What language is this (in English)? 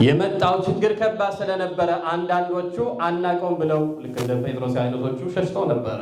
Amharic